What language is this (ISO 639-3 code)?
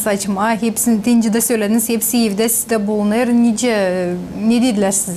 gag